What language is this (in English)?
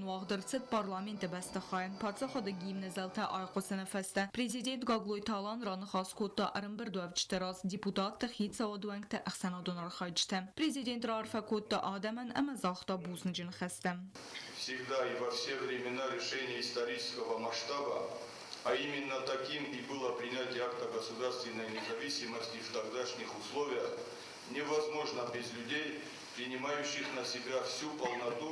Ossetic